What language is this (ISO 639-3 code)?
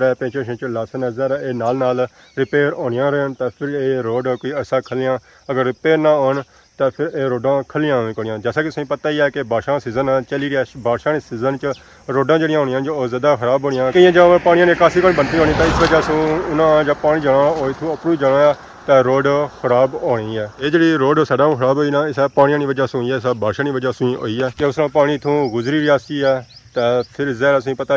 phr